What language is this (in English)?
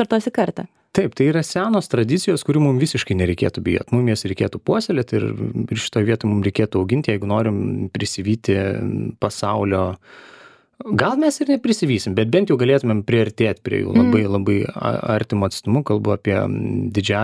Lithuanian